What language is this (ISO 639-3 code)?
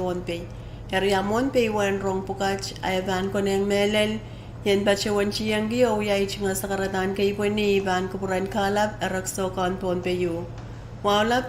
pon